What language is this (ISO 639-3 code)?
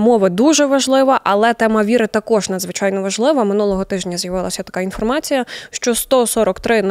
ukr